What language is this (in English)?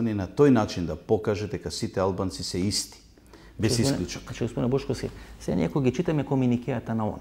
Macedonian